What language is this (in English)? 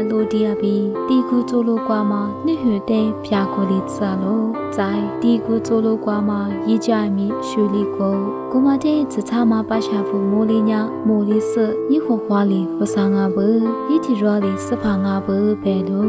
Lisu